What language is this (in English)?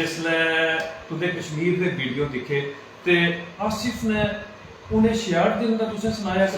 Dogri